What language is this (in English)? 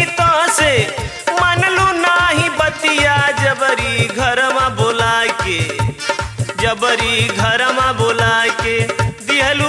Bhojpuri